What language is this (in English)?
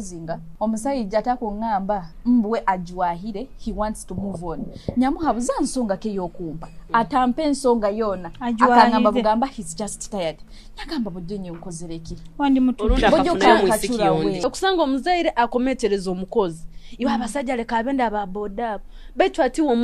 Nyoro